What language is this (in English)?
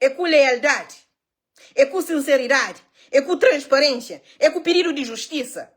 Kabuverdianu